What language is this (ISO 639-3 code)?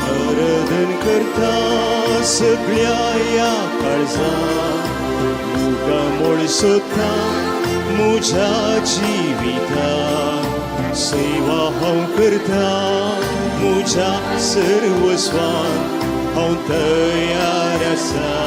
kok